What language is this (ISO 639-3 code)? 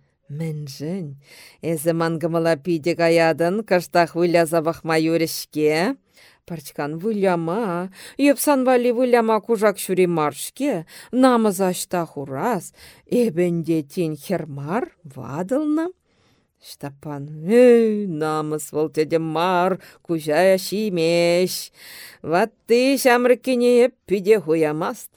chv